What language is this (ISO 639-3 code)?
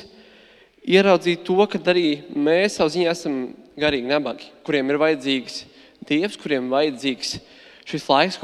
lav